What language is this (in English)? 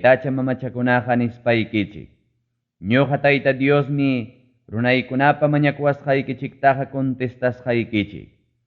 Ayacucho Quechua